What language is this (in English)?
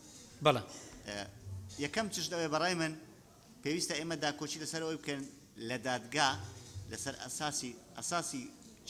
Central Kurdish